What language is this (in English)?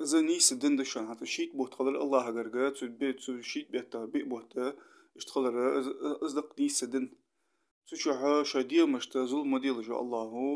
Ingush